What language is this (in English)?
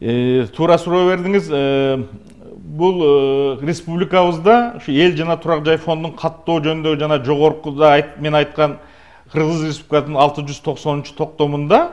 Kyrgyz